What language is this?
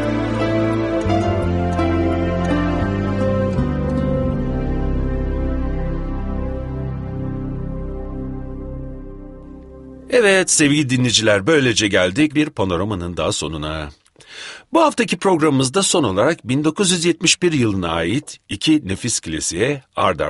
Turkish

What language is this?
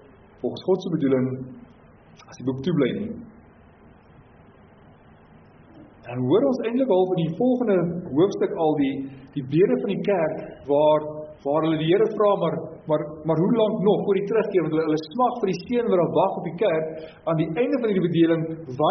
Afrikaans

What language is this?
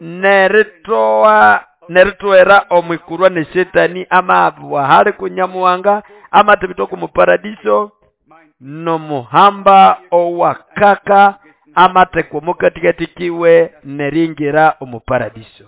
Nande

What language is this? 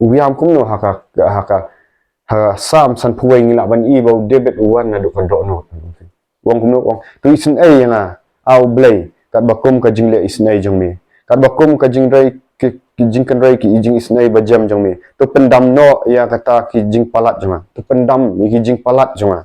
Khasi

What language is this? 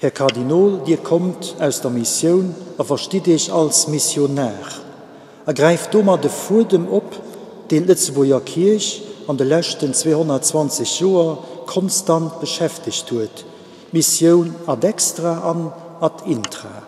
Luxembourgish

